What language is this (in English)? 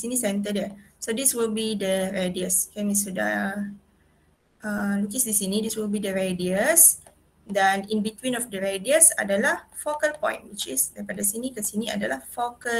Malay